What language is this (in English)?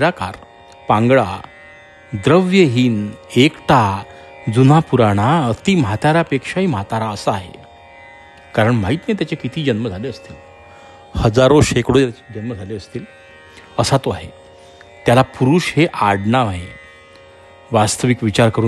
Marathi